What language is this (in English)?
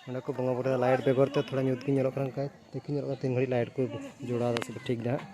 Santali